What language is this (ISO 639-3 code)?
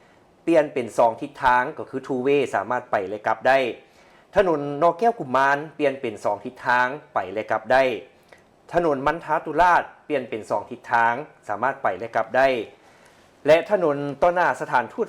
lao